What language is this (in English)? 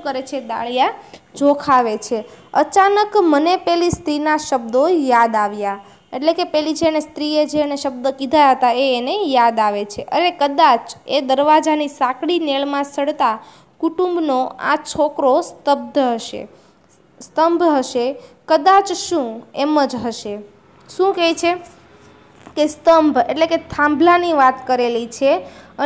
Gujarati